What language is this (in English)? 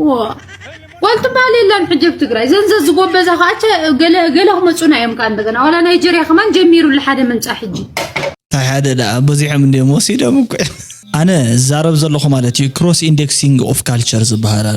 Tigrinya